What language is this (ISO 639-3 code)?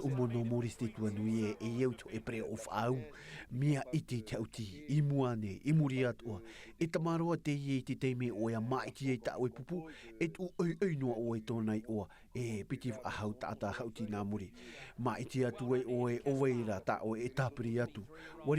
tah